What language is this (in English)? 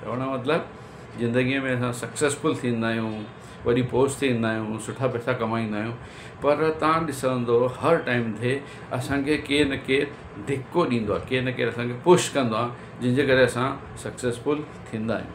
Sindhi